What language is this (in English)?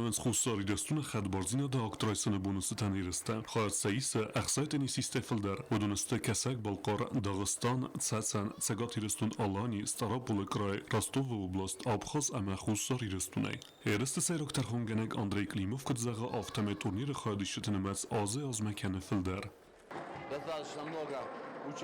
Ossetic